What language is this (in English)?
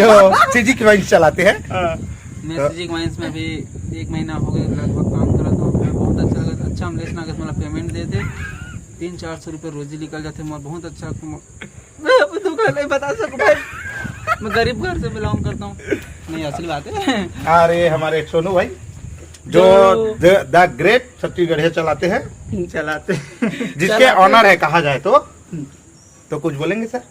Chhattisgarhi